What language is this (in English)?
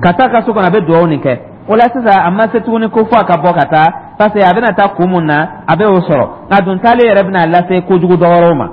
Dyula